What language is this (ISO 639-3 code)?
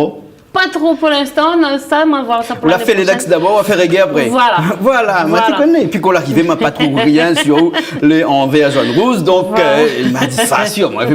rcf